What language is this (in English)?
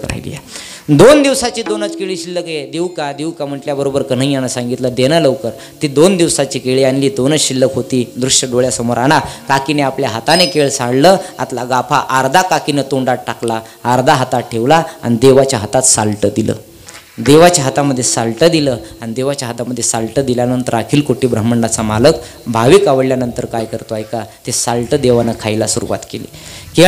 Marathi